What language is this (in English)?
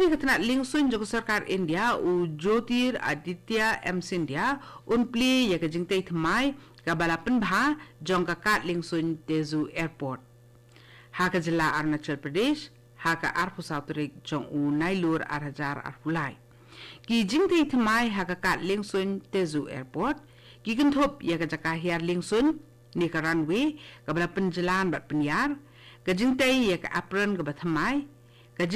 Khasi